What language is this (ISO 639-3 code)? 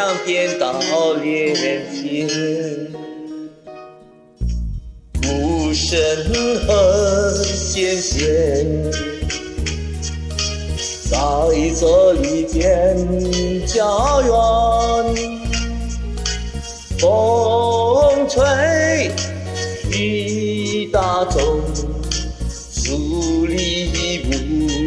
zho